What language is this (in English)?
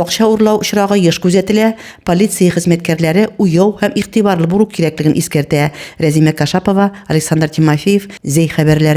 Tatar